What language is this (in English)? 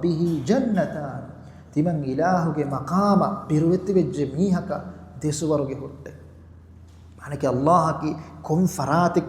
Divehi